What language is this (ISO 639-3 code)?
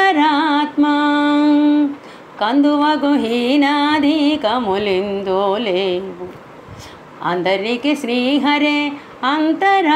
tel